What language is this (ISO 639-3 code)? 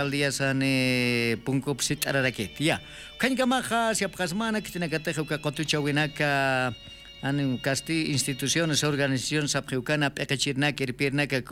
aym